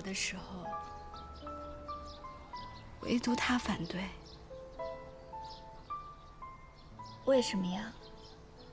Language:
Chinese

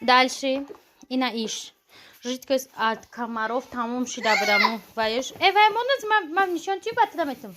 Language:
Tajik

